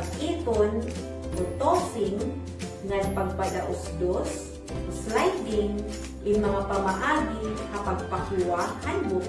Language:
Waray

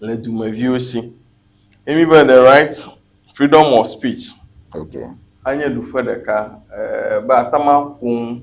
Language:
Ewe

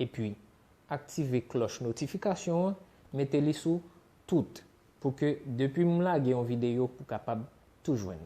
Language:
Haitian Creole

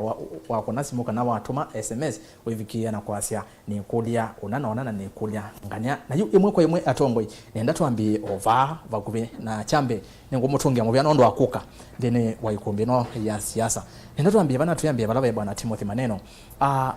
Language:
Kamba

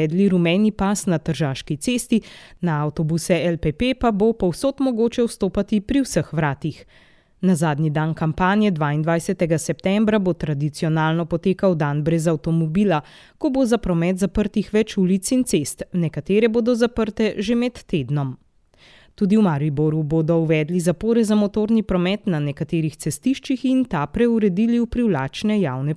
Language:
Slovenian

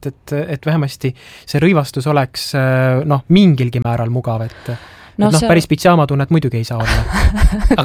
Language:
Estonian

